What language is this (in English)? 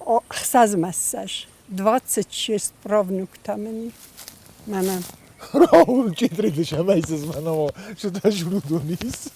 Ossetic